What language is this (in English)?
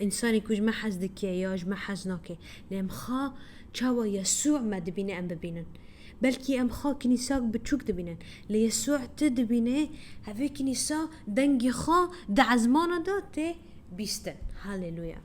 Kurdish